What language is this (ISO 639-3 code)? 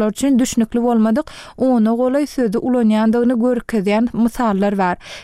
tuk